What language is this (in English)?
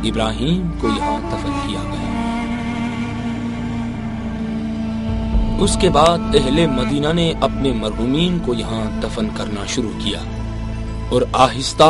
Urdu